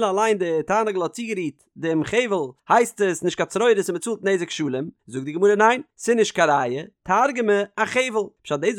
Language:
Yiddish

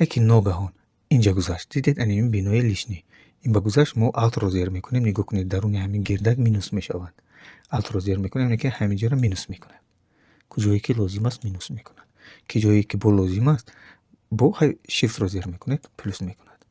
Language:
Tajik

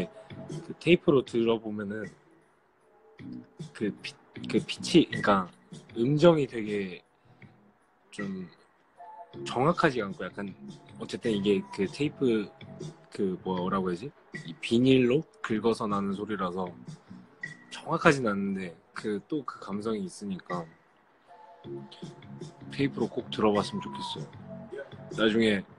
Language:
Korean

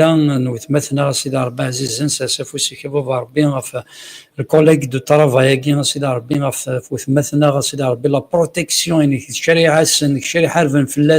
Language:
Kabyle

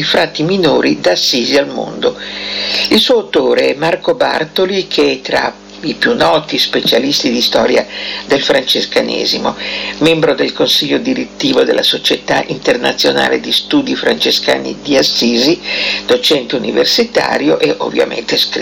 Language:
Italian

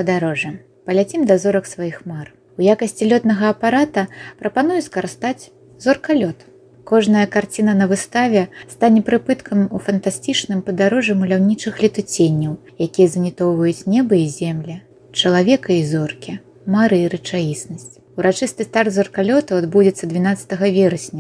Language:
Belarusian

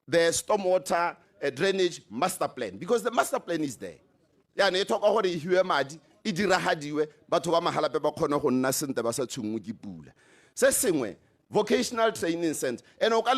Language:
Tswana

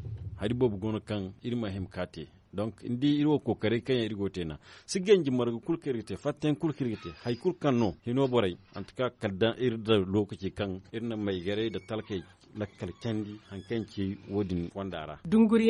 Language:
Zarma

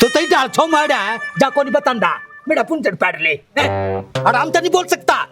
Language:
Haryanvi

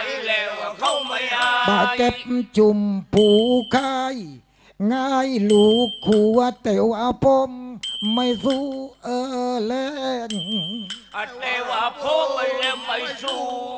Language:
Southern Thai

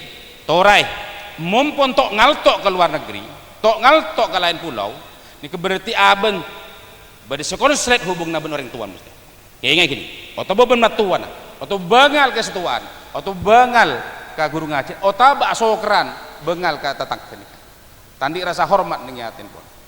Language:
Madurese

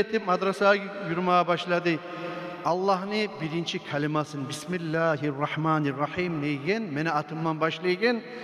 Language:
Kumyk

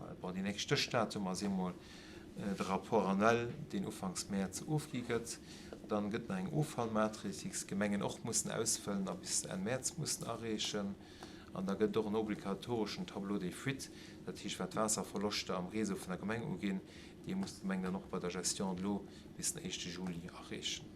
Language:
Luxembourgish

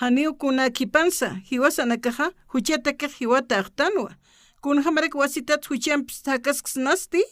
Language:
Aymara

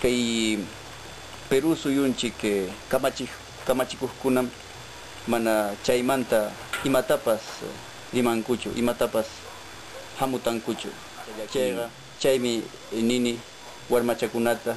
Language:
Ayacucho Quechua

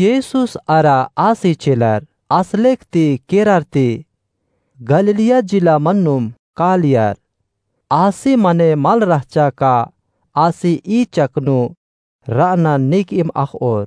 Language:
Kurukh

